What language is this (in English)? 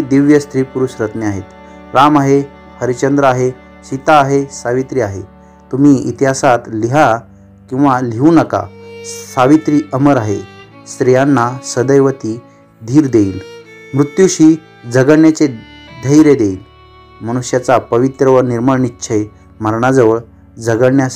Marathi